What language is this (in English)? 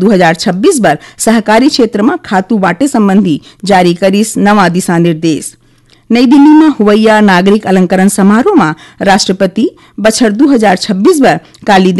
Chhattisgarhi